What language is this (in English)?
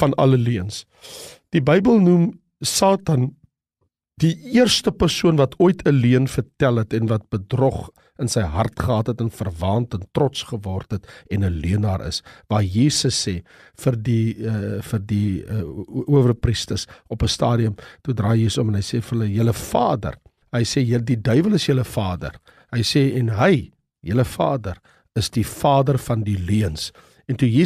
Afrikaans